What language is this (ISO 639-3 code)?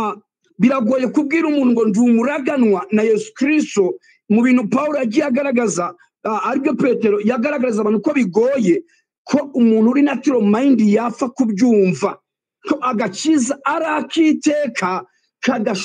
kin